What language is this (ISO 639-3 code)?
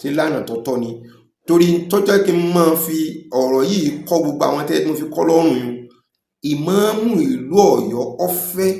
yor